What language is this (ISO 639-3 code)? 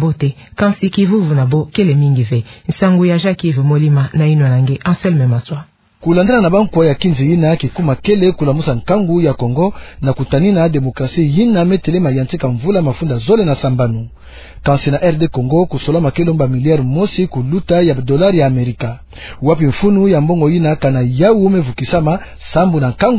ktu